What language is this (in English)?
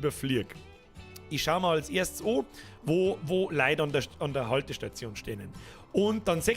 Bavarian